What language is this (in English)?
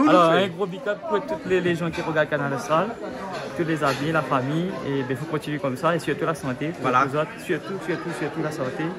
Réunion Creole French